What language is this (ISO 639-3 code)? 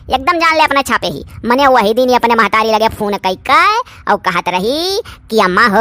awa